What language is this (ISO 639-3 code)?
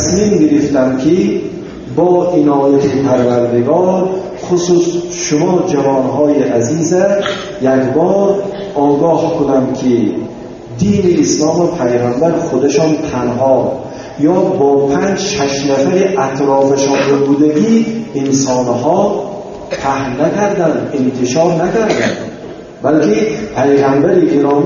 tgk